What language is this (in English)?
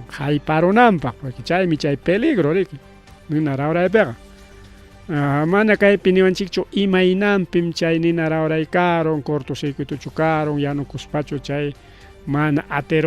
Ayacucho Quechua